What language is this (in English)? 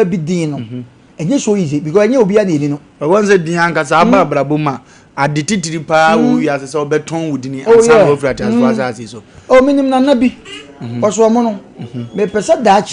Akan